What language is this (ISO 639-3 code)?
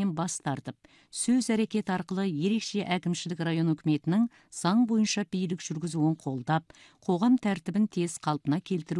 kaz